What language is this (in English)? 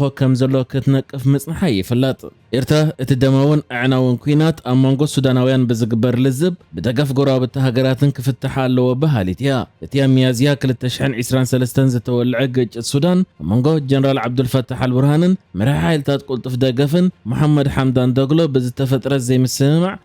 Tigrinya